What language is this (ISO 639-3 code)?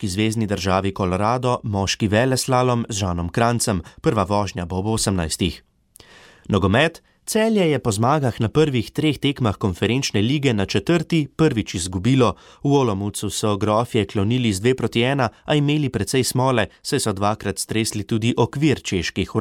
slv